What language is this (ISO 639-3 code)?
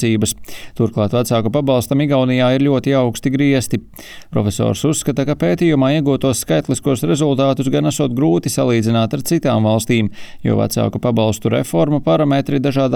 lav